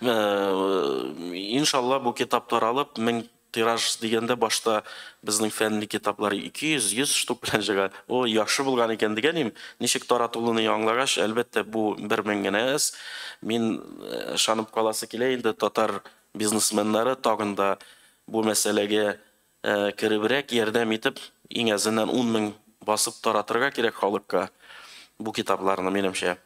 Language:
Tatar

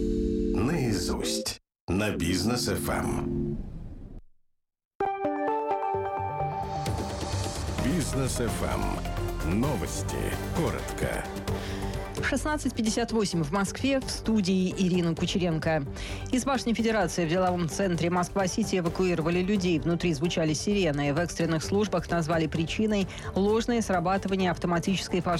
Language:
Russian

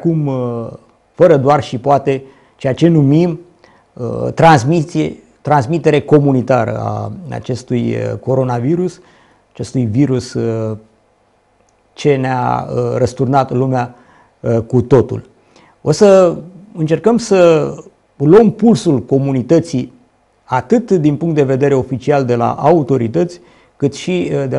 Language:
Romanian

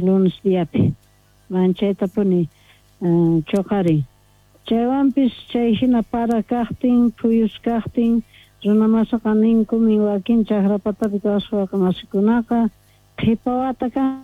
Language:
South Bolivian Quechua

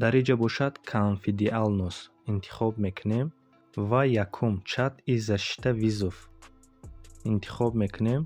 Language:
Tajik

